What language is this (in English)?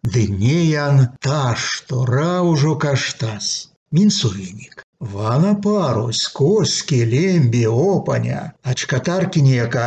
Erzya